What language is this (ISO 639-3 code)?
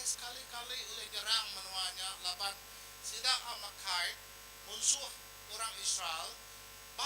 iba